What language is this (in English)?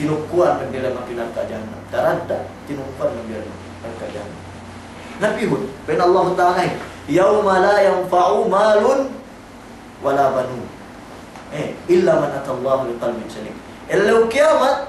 Yakan